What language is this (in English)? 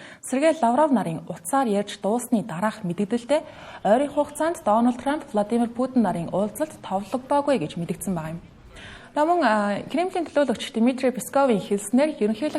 Mongolian